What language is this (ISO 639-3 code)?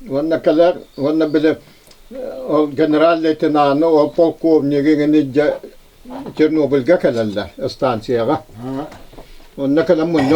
sah